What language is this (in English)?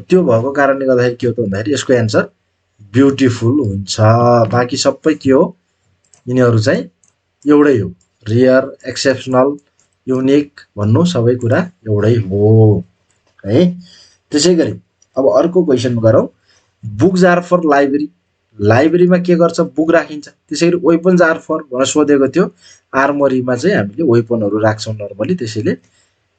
Nepali